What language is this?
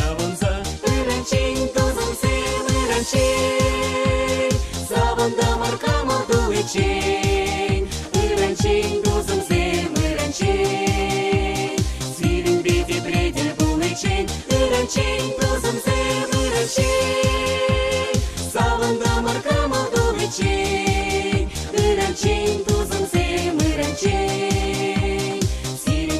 Chuvash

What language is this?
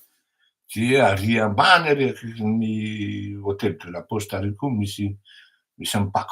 Malagasy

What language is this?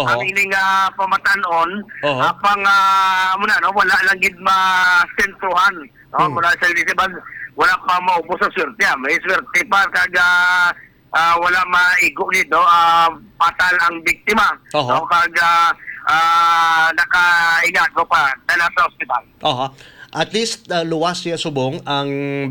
Hiligaynon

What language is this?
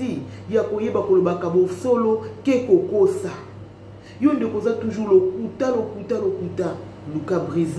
Lingala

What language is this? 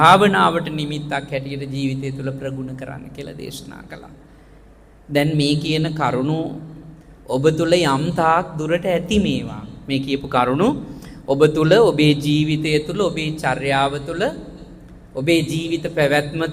Sinhala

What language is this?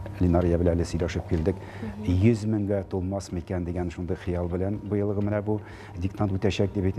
Tatar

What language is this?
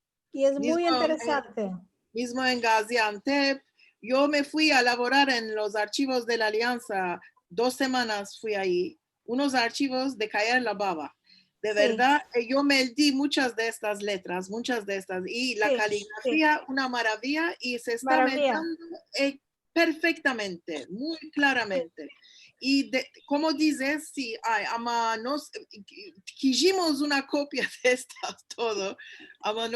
Ladino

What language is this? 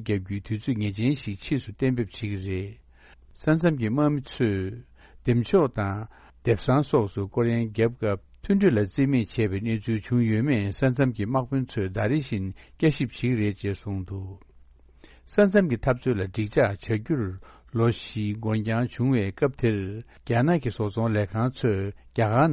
Tibetan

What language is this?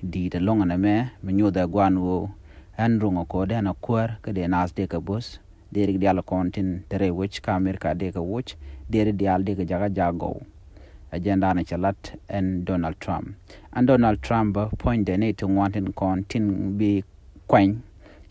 Nuer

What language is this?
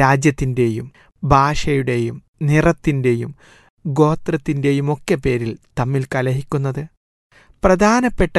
Malayalam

